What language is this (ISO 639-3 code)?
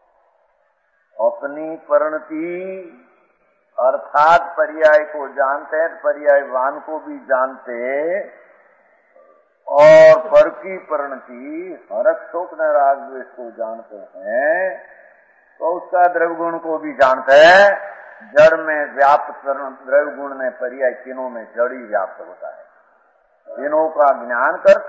hin